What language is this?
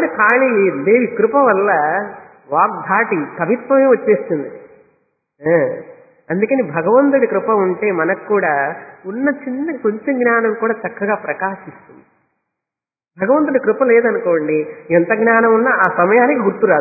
Telugu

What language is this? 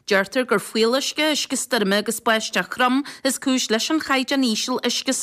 Irish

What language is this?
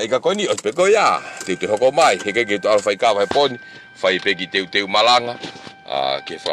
Tongan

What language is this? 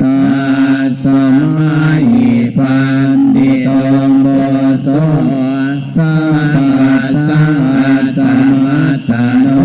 Pali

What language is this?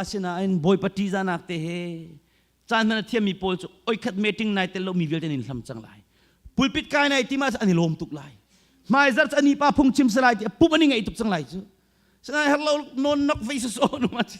Hakha Chin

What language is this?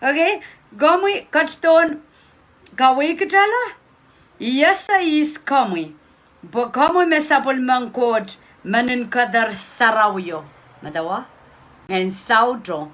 Pohnpeian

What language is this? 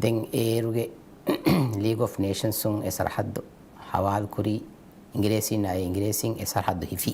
Divehi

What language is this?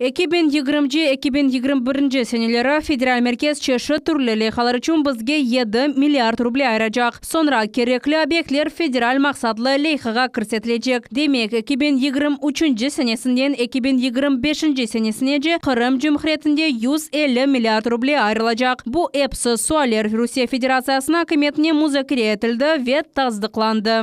Crimean Tatar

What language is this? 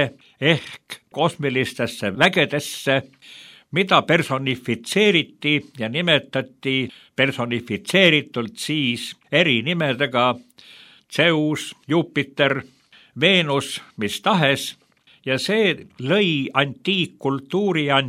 Estonian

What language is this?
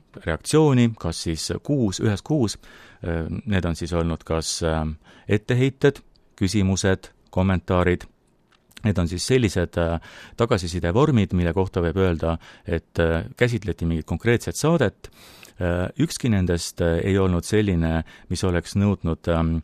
Estonian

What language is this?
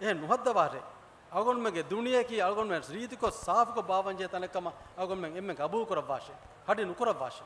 Divehi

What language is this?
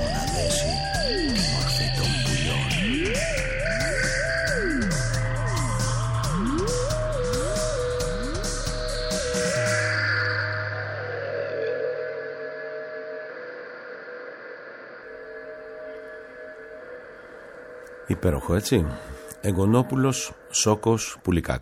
Greek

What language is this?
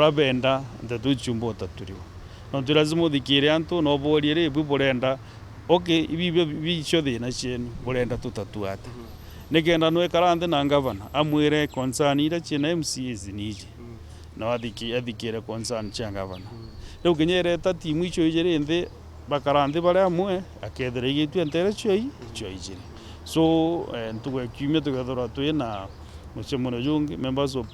Meru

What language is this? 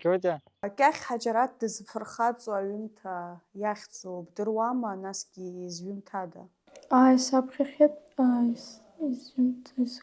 Abkhazian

